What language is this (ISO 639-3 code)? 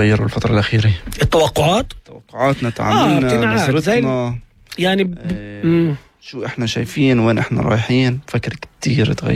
apc